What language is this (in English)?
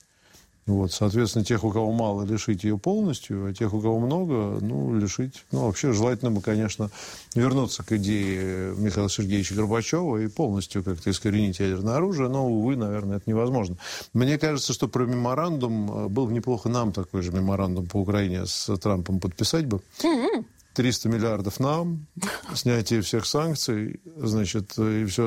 Russian